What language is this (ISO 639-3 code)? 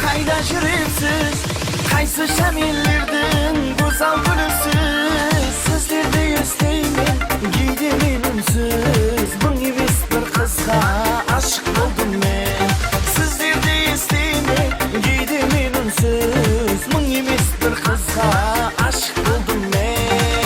kaa